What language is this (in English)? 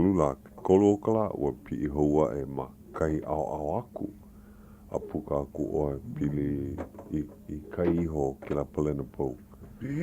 Hawaiian